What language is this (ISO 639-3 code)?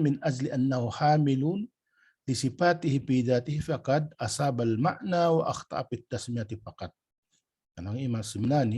tsg